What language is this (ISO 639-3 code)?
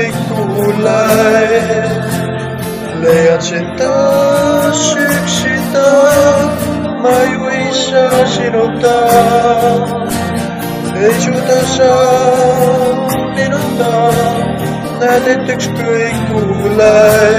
est